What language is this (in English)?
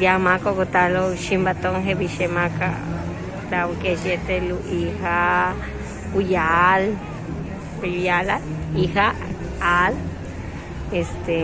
Yucateco